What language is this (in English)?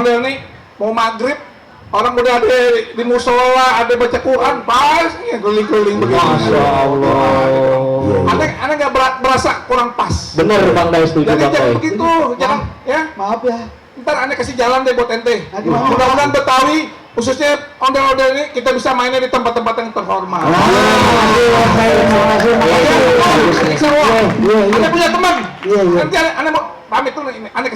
Betawi